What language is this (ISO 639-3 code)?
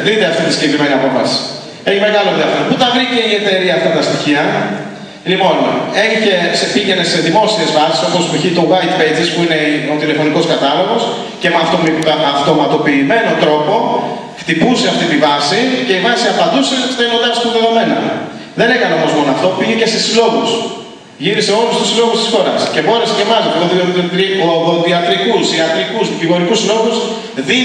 ell